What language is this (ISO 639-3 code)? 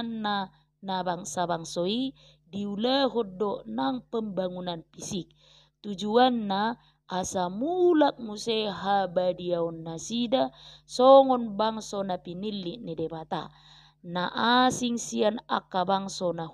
bbc